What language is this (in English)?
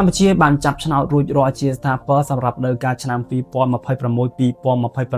Khmer